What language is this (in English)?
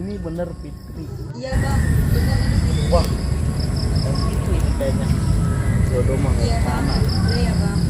Betawi